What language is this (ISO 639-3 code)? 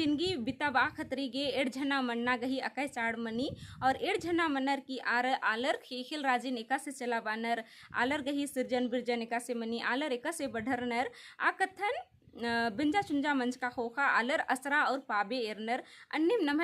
kru